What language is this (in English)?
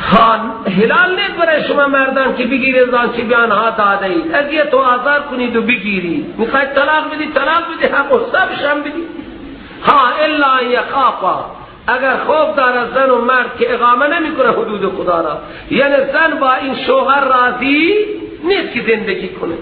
Persian